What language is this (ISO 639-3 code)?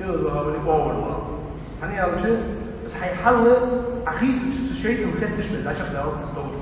inh